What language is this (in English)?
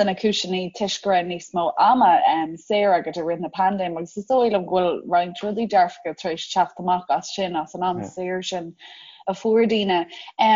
Irish